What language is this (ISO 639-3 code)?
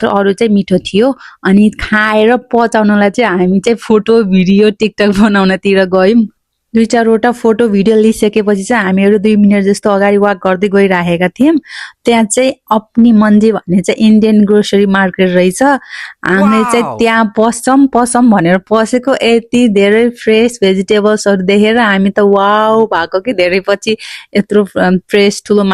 nep